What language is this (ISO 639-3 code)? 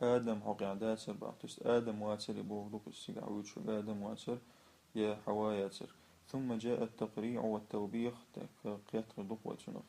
che